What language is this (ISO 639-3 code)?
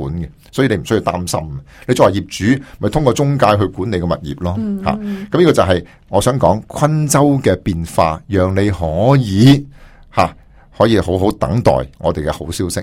yue